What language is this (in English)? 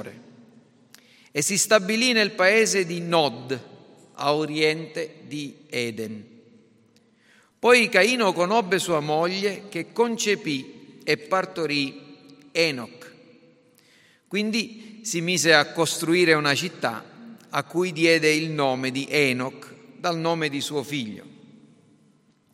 Italian